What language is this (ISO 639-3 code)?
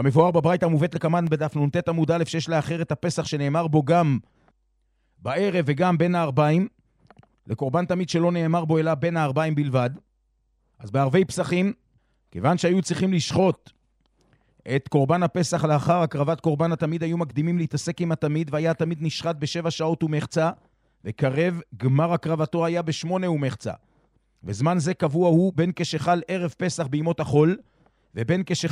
heb